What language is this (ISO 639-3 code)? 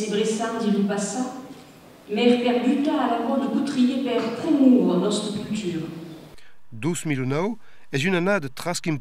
oci